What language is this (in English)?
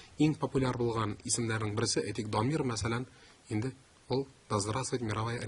Tatar